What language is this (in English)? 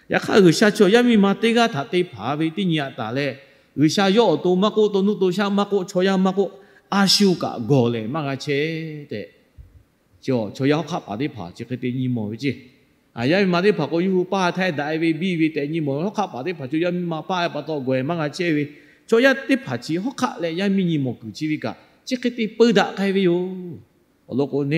Lahu